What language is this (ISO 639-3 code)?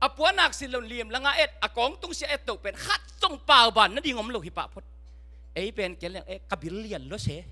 ctd